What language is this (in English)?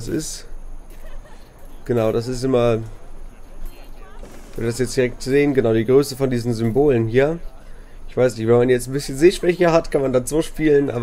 German